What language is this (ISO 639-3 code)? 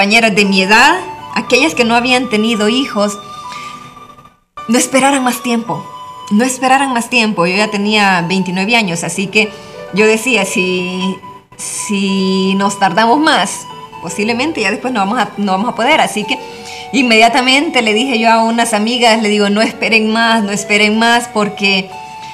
spa